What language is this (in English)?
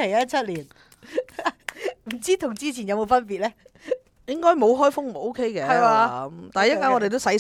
Cantonese